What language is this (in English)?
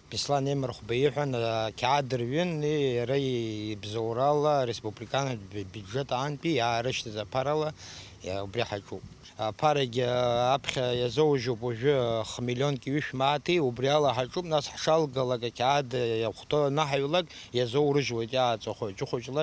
Abkhazian